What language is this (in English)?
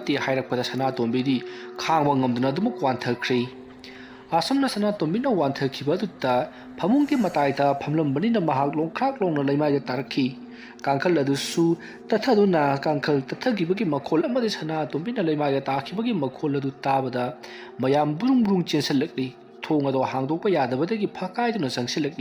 Manipuri